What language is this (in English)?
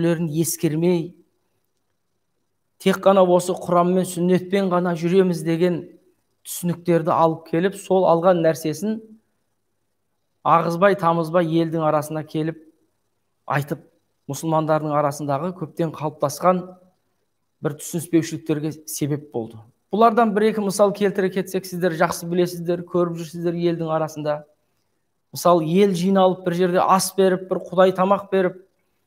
Kazakh